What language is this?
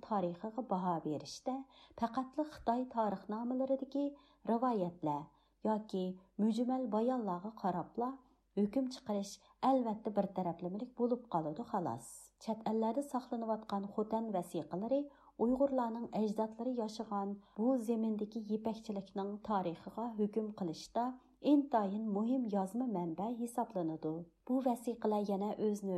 Uyghur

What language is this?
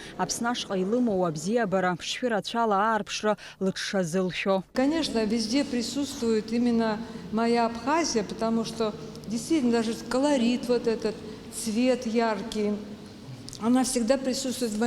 Abkhazian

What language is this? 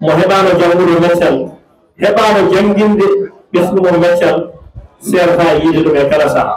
Fula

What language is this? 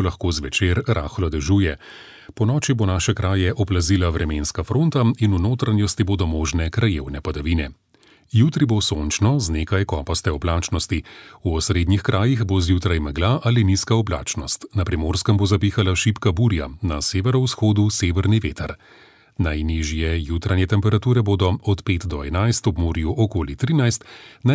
Slovenian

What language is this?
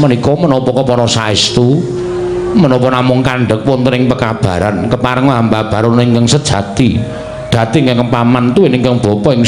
Javanese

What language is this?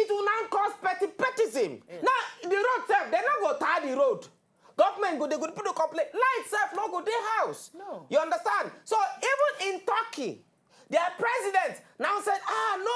Nigerian Pidgin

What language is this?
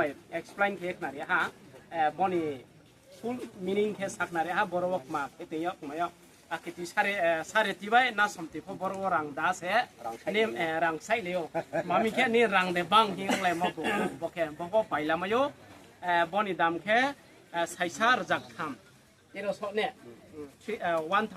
Riang (India)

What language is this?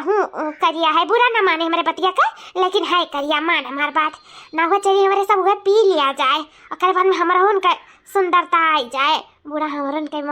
Awadhi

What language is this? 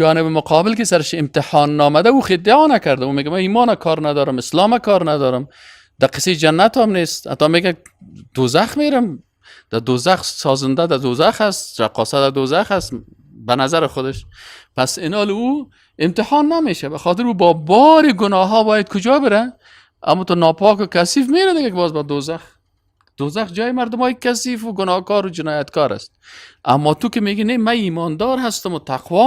Persian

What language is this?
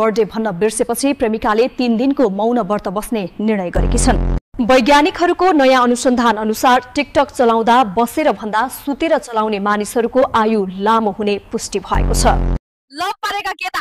Nepali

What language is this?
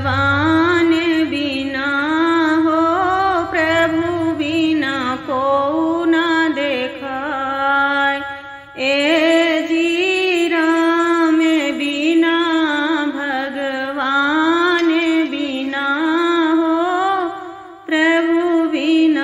Bhojpuri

